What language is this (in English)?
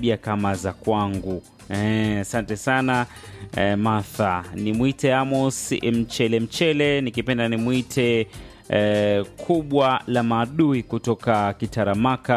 Swahili